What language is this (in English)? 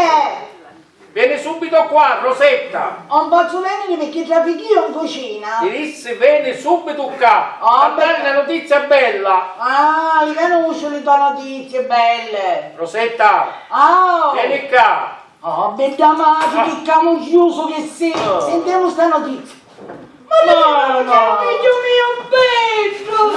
Sicilian